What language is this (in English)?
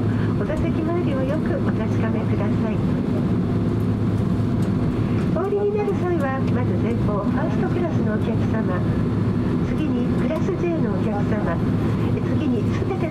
Japanese